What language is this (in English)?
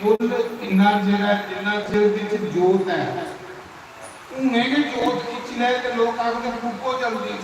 Dogri